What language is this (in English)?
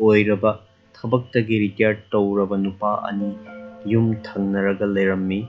Manipuri